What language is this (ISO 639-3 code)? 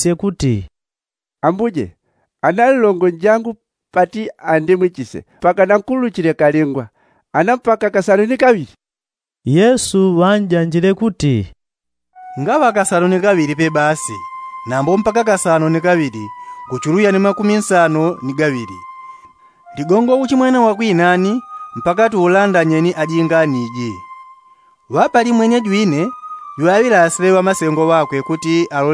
yao